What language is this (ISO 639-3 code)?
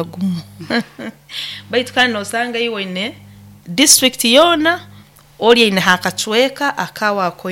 nyo